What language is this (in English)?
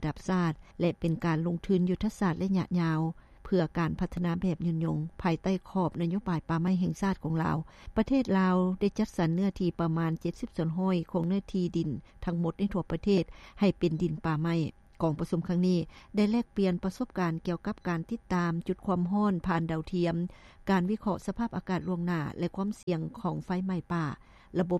Lao